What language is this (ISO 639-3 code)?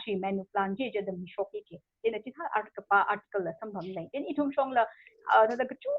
nmf